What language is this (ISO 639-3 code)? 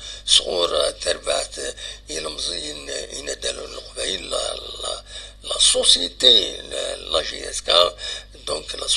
kab